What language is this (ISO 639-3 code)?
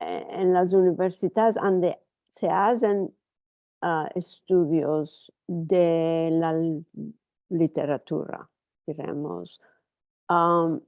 lad